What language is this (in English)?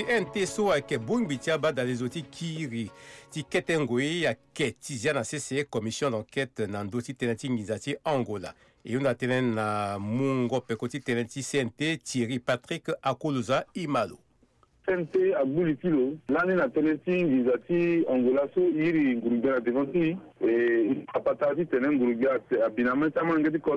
Sango